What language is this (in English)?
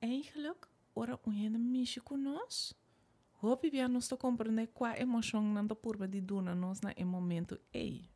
Papiamento